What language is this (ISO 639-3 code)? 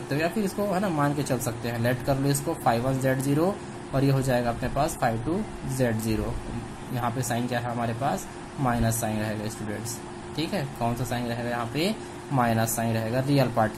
hin